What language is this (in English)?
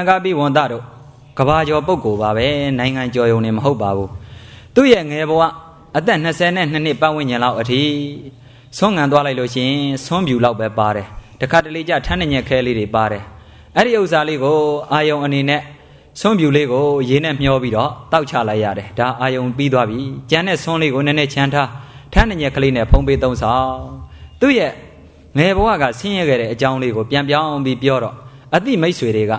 Burmese